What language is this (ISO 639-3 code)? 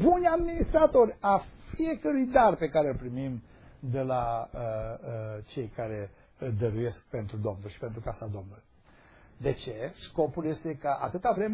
ron